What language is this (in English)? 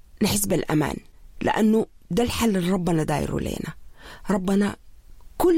Sudanese Arabic